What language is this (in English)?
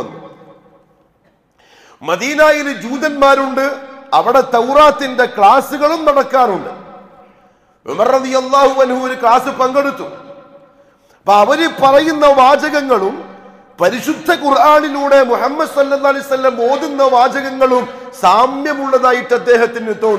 Malayalam